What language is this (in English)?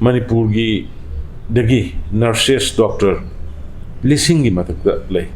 Manipuri